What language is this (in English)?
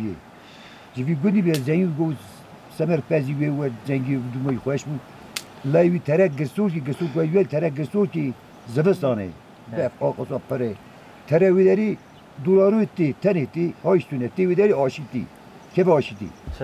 Kurdish